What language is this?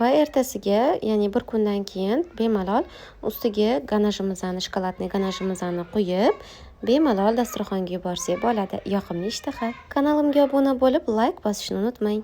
Uzbek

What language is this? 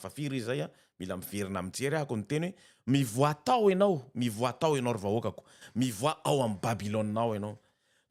Malagasy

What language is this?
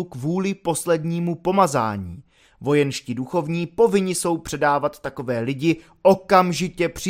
Czech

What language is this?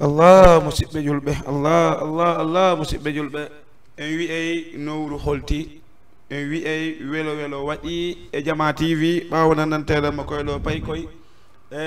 Fula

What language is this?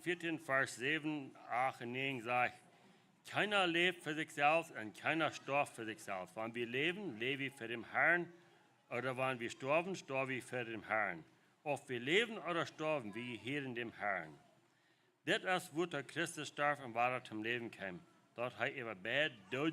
Plautdietsch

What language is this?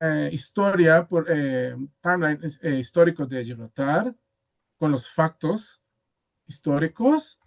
Ladino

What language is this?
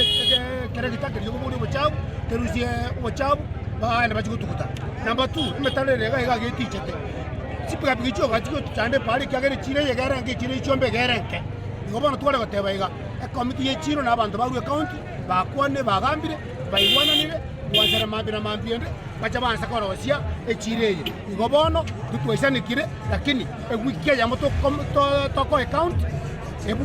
Gusii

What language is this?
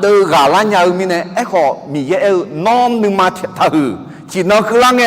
Akha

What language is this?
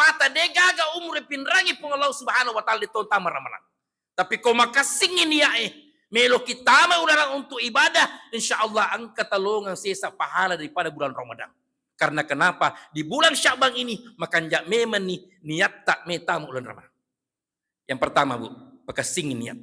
Buginese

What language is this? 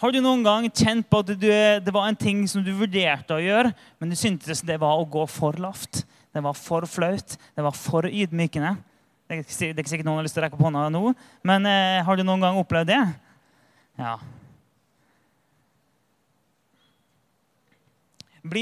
Norwegian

